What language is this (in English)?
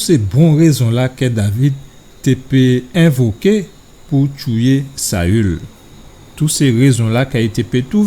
Guadeloupean Creole French